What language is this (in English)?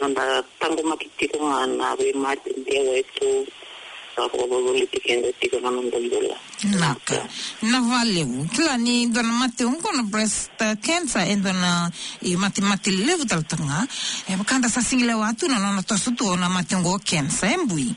Fijian